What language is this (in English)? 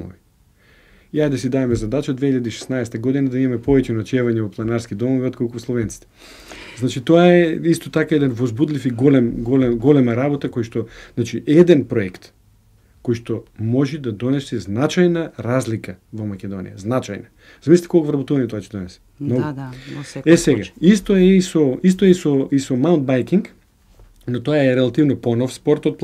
Macedonian